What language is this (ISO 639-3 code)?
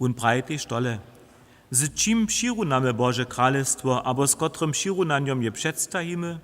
hsb